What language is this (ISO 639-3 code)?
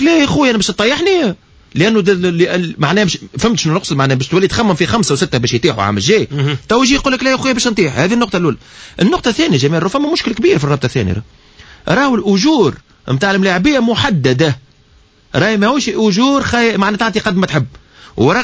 aeb